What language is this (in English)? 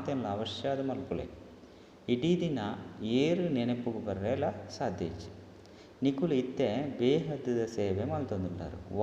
Tulu